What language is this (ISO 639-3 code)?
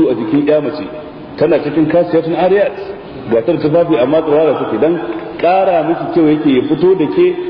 hau